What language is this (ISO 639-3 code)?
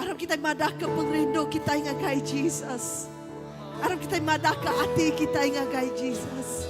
iba